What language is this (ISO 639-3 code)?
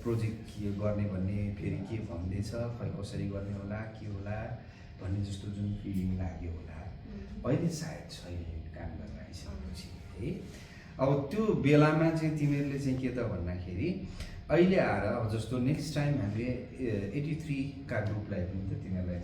nep